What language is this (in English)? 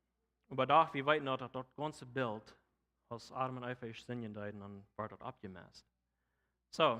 Plautdietsch